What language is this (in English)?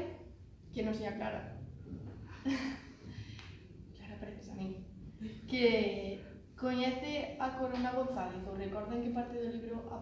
Galician